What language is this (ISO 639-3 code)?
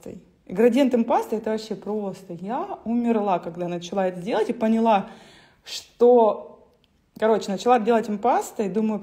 rus